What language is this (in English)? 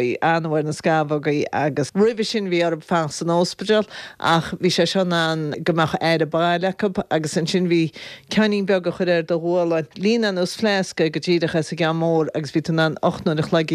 Irish